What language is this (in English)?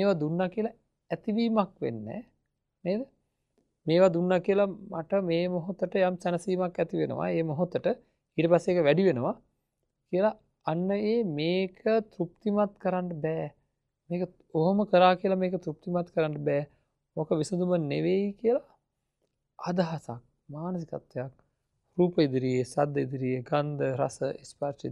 Sinhala